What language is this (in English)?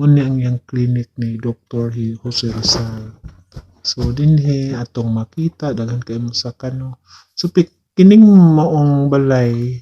Cebuano